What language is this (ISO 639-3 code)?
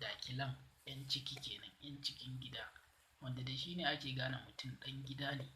hau